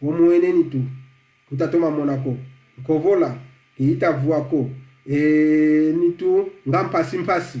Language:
Kongo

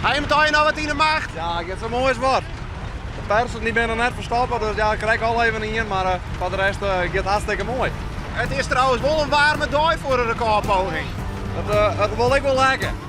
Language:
Western Frisian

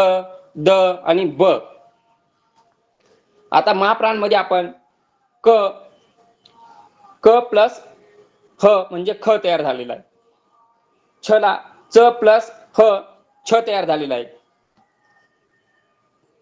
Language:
Marathi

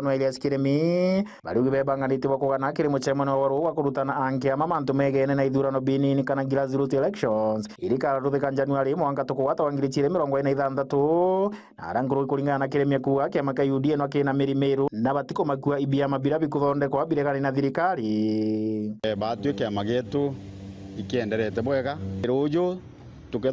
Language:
Meru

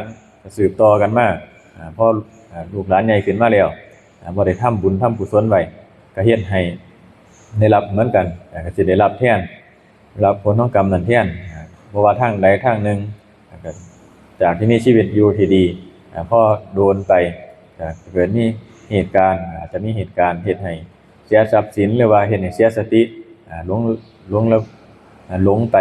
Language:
Northeastern Thai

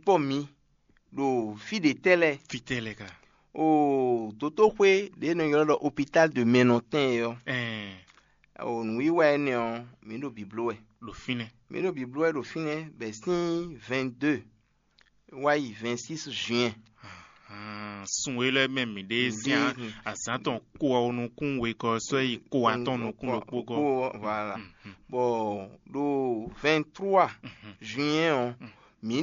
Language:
Fon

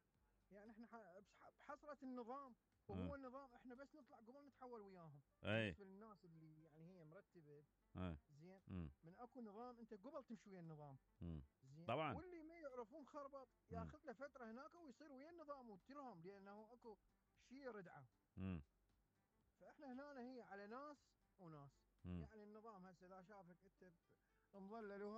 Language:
Mesopotamian Arabic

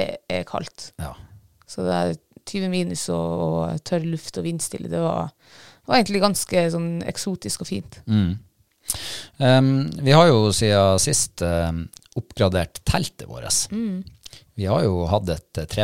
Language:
Norwegian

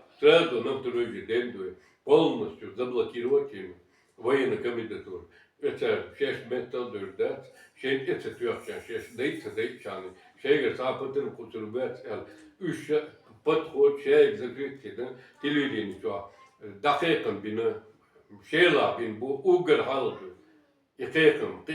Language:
Chechen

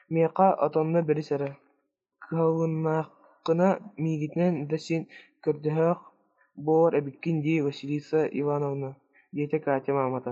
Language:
Yakut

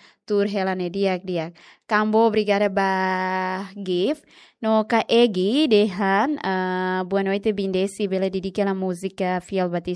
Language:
Tetum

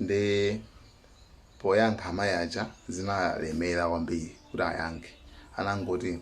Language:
Nyanja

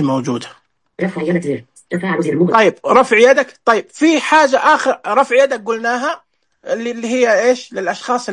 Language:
Najdi Arabic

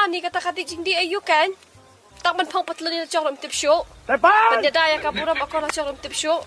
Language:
Khasi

